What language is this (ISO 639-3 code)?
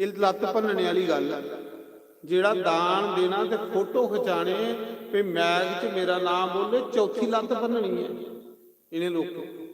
doi